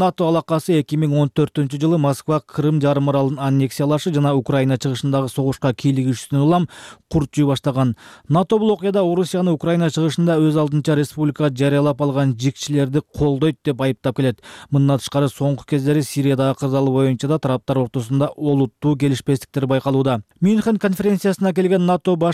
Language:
Kyrgyz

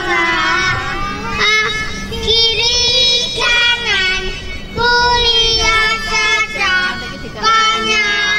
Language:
Indonesian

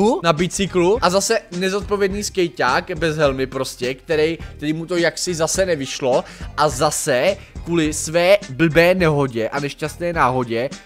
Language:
Czech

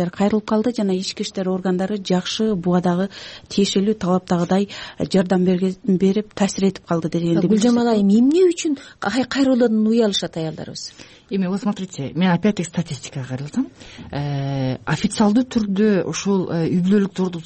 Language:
Kyrgyz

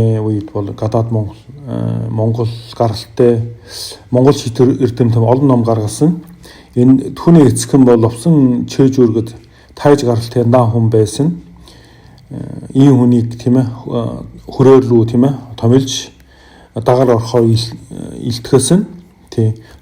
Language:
Mongolian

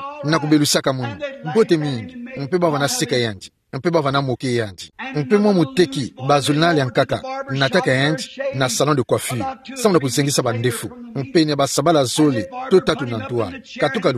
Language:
Kituba (Democratic Republic of Congo)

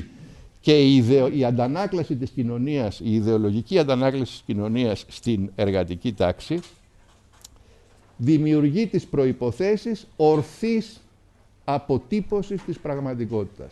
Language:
Greek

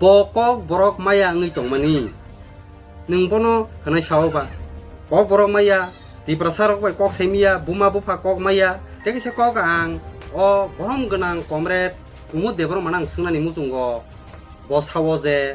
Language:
Kok Borok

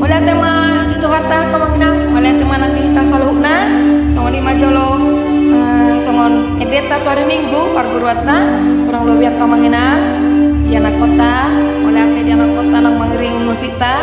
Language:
Batak Toba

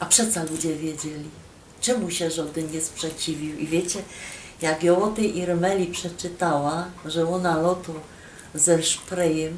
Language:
Silesian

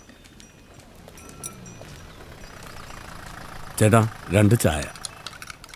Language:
Malayalam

